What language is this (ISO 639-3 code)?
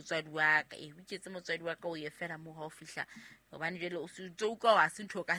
sot